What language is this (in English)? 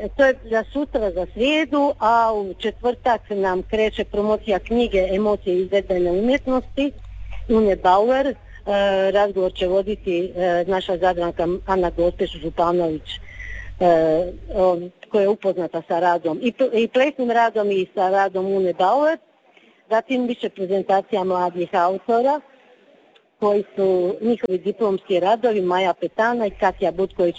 Croatian